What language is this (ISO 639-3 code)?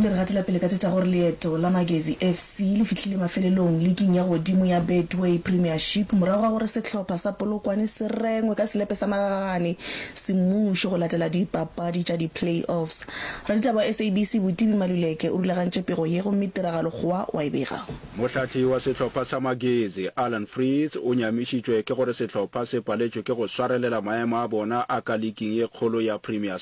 nso